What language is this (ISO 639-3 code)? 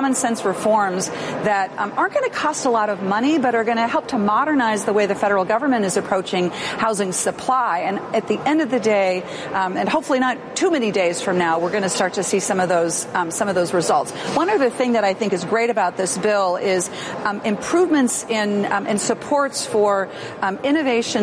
eng